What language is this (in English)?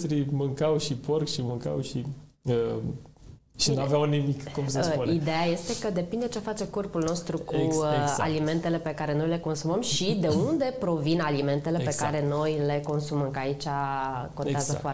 Romanian